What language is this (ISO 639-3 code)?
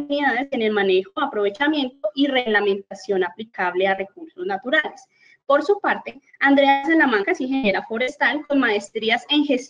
spa